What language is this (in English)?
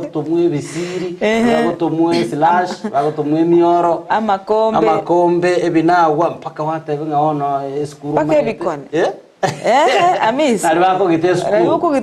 Gusii